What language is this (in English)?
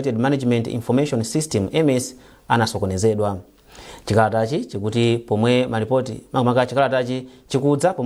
Nyanja